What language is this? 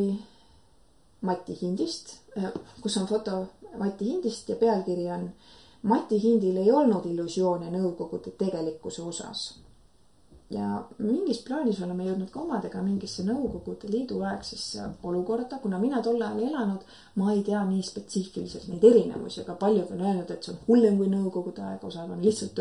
Estonian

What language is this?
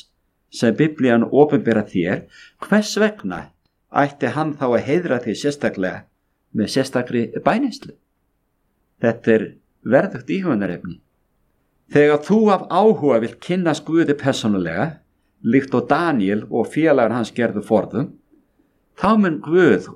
Icelandic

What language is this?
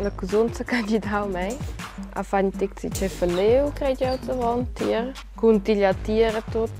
Romansh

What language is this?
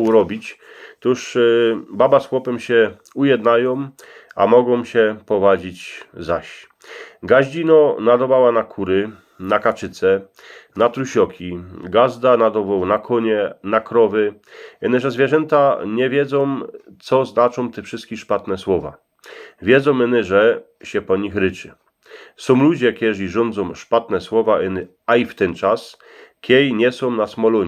Silesian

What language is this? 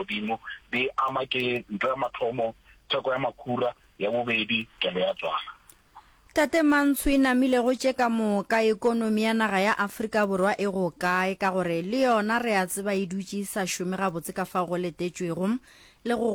Northern Sotho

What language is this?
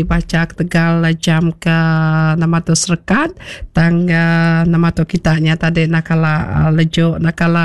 Iban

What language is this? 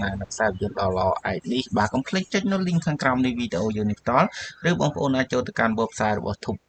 Khmer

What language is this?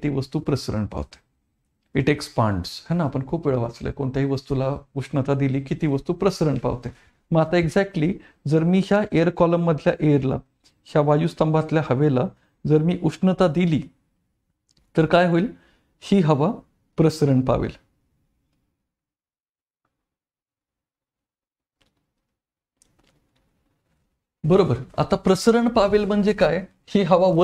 Marathi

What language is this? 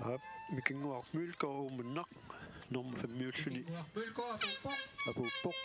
Kalaallisut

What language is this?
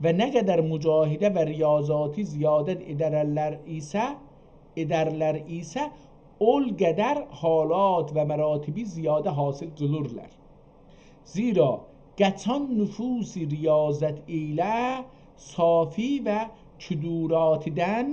South Azerbaijani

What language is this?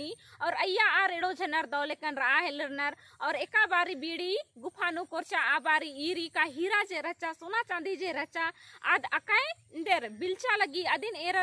Kurukh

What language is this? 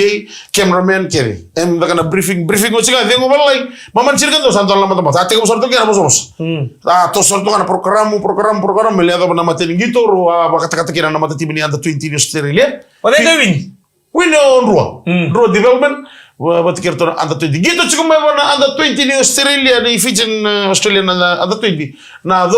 Fijian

